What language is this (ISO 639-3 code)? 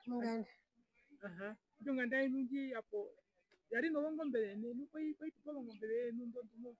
her